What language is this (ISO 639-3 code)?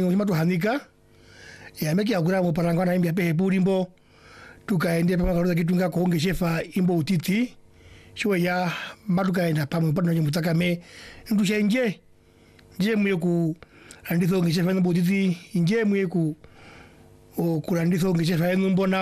swa